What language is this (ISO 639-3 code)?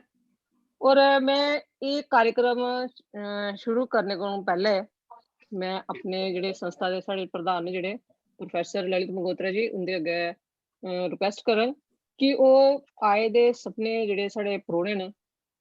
doi